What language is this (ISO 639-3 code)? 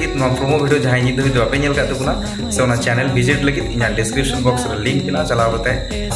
sat